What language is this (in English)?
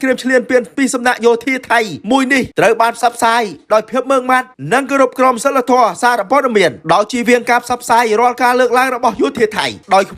Khmer